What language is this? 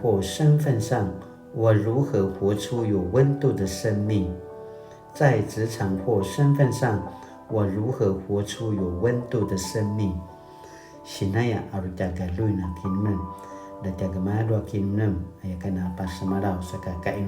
Paiwan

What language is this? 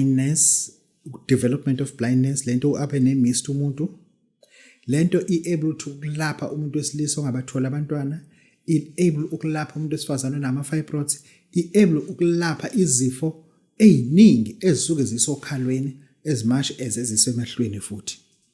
Zulu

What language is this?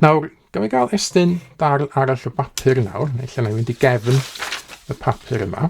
Welsh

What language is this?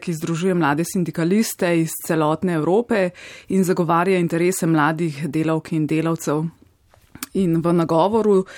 Slovenian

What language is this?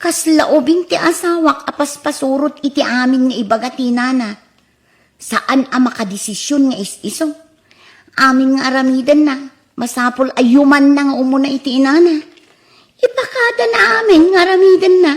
Iloko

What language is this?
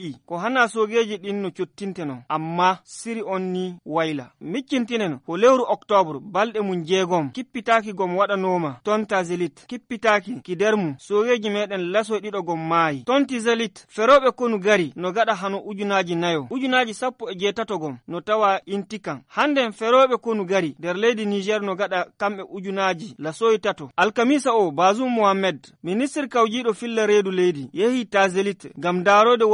Fula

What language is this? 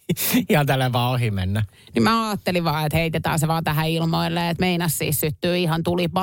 Finnish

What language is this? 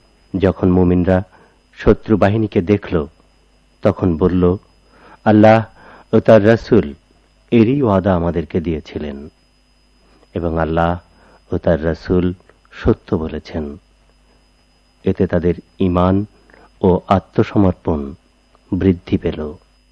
Bangla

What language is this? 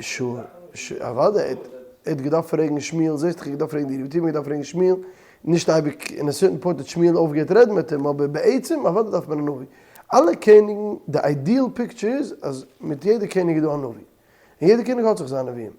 Yiddish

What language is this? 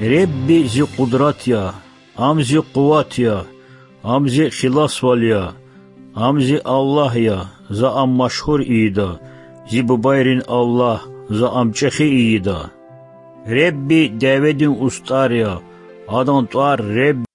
Lezghian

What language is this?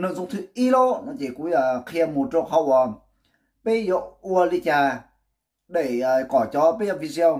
Hmong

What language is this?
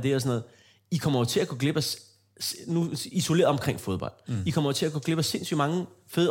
Danish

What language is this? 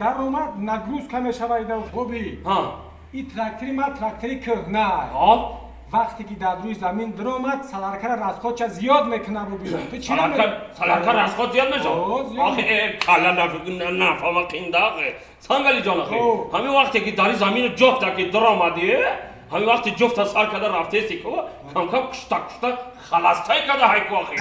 Tajik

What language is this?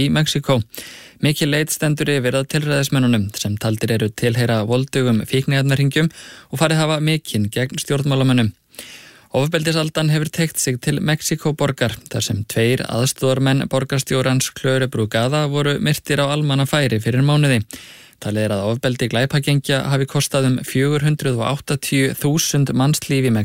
Icelandic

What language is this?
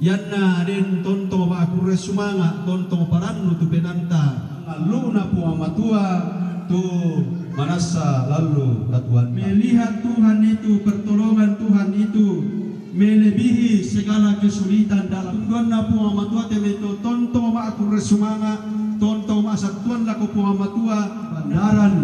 Toraja-Sa'dan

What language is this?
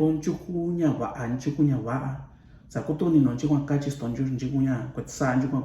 Mixtepec Mixtec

